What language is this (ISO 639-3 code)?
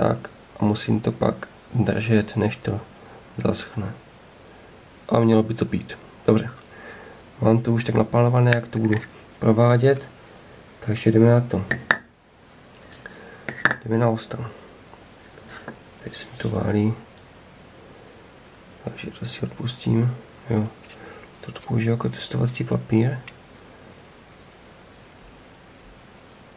ces